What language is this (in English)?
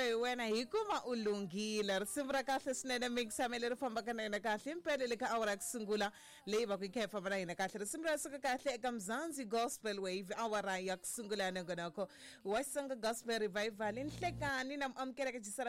Tsonga